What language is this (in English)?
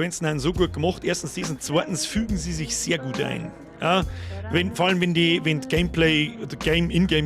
Bavarian